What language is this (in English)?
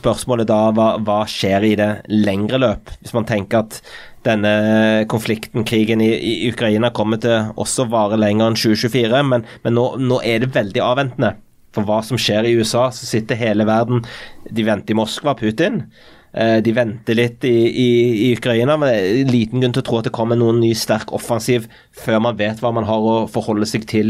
Norwegian